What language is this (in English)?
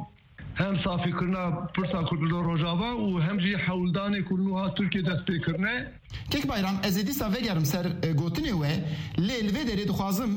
Kurdish